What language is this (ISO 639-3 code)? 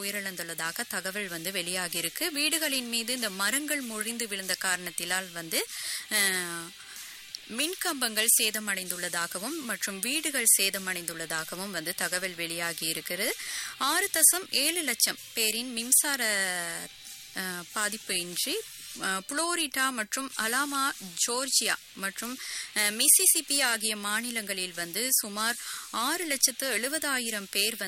tam